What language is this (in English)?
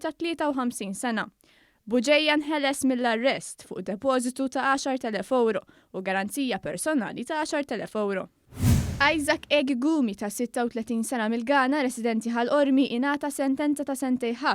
Maltese